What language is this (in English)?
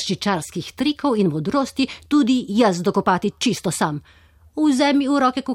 Slovenian